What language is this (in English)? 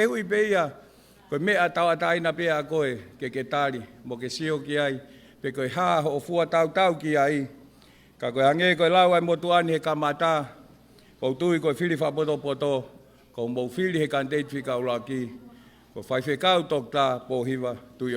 Tongan